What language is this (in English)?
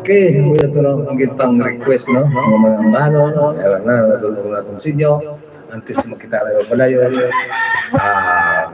Hiligaynon